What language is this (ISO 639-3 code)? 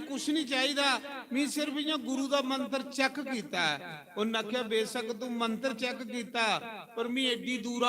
doi